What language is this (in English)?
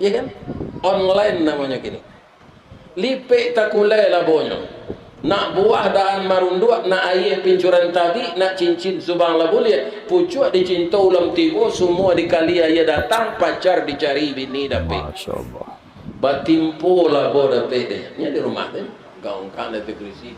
Minangkabau